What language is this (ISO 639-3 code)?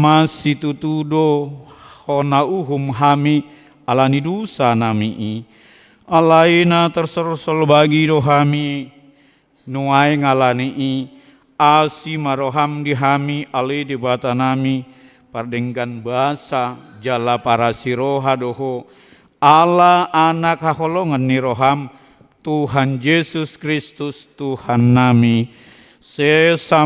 bbc